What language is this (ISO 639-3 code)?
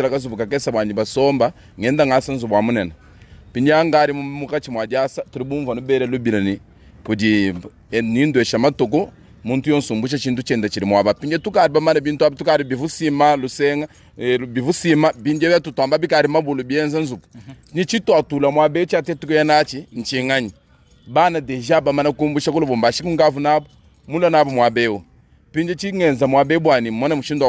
lua